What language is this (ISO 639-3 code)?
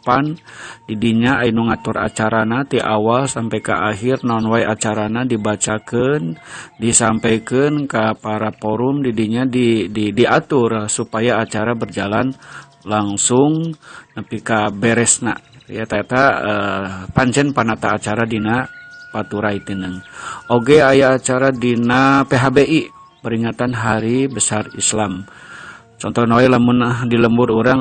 sun